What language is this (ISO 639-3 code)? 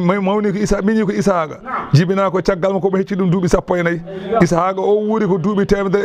ful